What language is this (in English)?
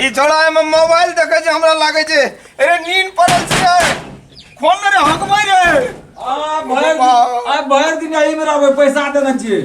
Maithili